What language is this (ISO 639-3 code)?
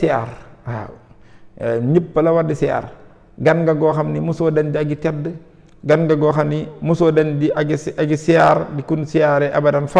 wol